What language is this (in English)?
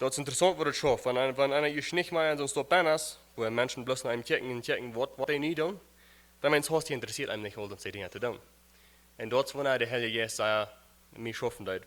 Plautdietsch